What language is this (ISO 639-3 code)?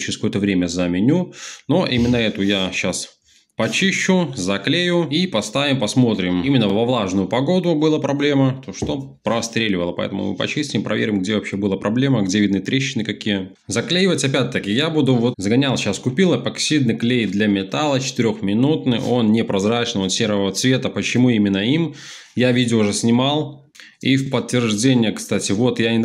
rus